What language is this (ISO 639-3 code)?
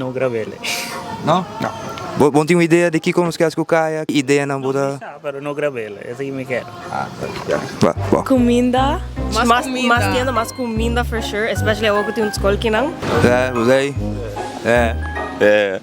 pap